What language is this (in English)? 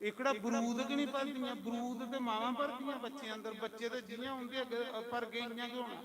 Dogri